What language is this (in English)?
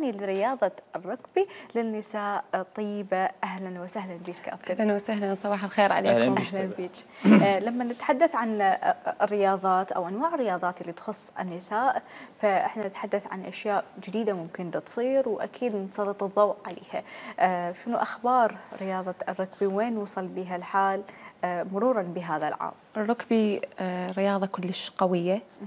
Mesopotamian Arabic